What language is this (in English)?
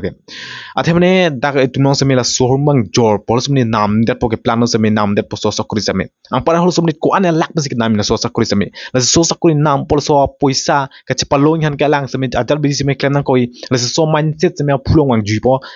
Karbi